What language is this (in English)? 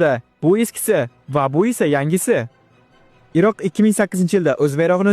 Uzbek